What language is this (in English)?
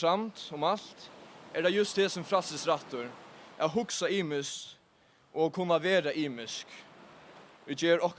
Faroese